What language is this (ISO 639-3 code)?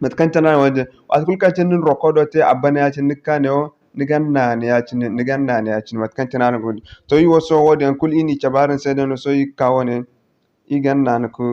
dje